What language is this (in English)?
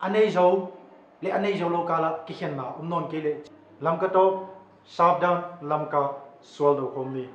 Paite Chin